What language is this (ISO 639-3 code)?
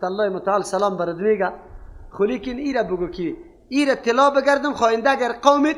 fas